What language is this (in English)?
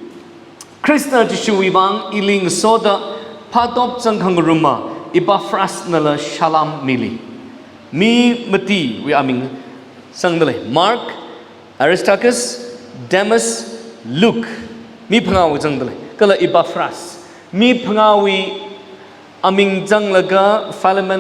Tangkhul Naga (India)